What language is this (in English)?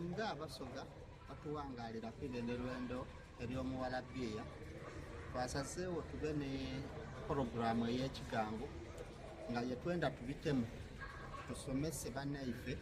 Soga